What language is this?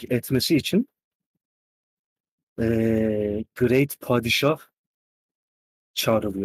Turkish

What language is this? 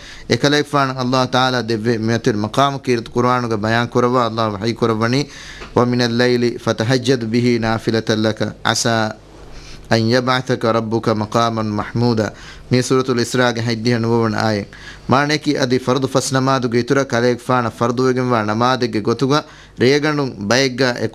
Divehi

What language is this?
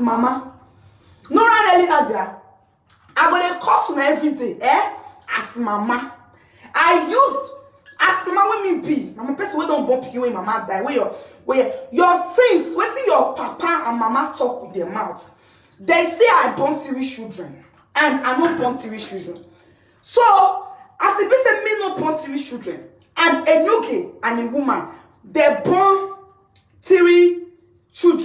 Nigerian Pidgin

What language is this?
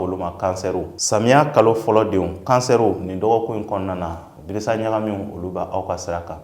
Bambara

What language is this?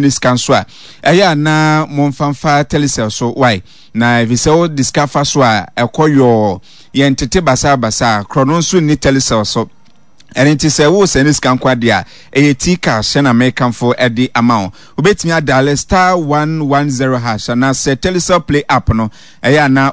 Akan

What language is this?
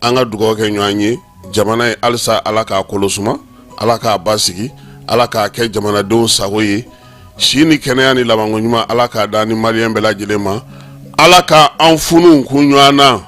Bambara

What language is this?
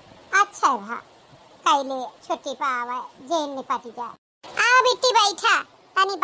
Awadhi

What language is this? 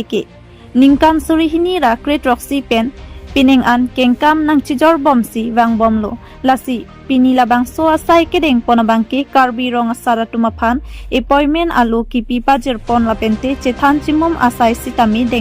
Karbi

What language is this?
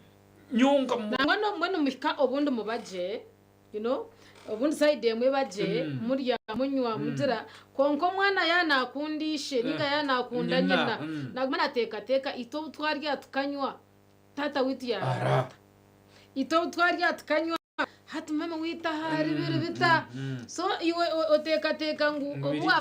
Nyankole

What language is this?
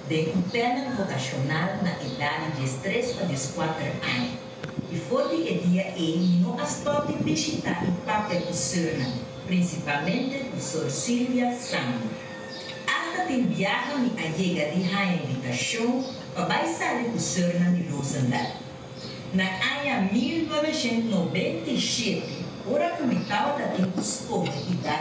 Papiamento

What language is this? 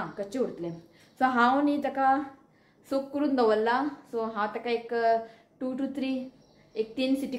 Konkani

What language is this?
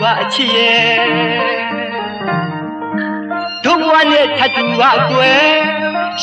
Burmese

